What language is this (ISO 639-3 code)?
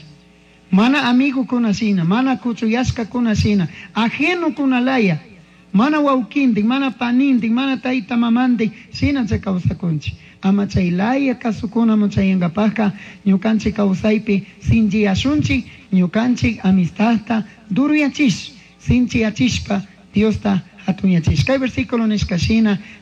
qug